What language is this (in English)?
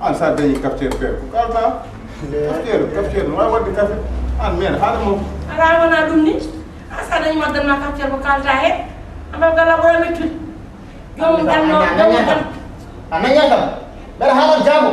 Fula